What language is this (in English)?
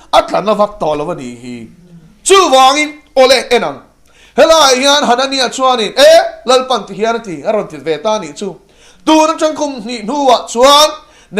Mizo